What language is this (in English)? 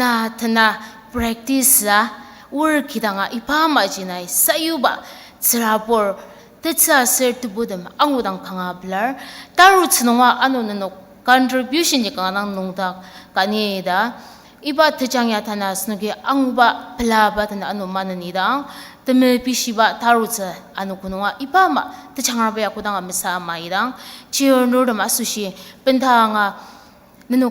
Ao Naga